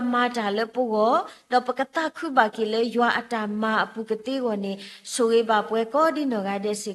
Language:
S'gaw Karen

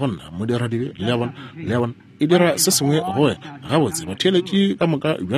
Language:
Northern Sotho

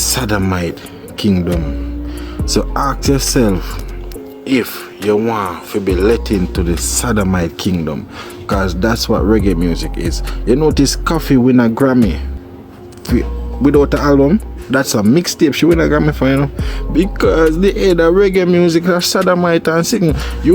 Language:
Jamaican Creole English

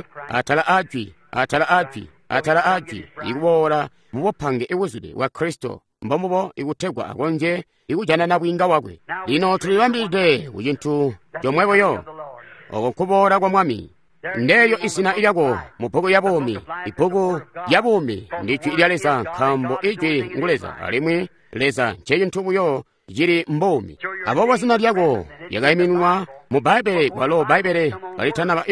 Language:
Tonga (Zambia)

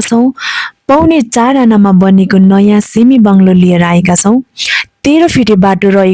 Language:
Nepali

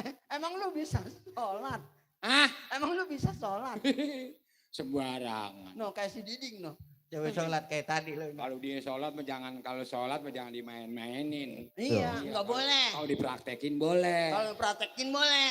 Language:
Betawi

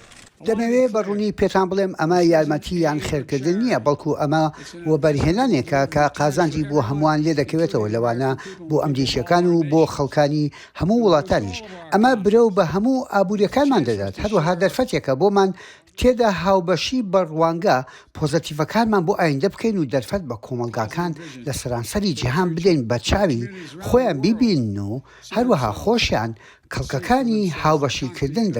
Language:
Central Kurdish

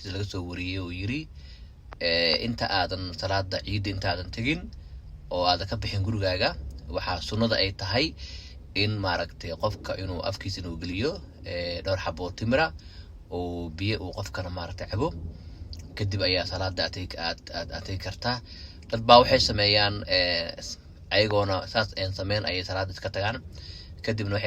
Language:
Somali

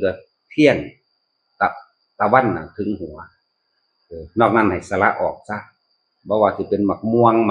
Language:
Northeastern Thai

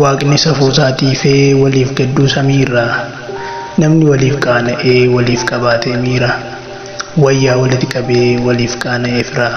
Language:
Oromo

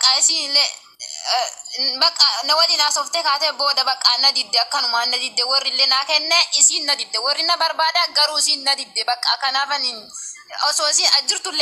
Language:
Oromo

